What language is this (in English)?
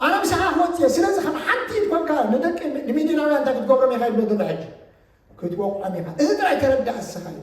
Tigrinya